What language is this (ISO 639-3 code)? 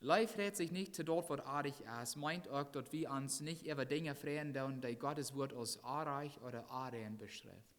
pdt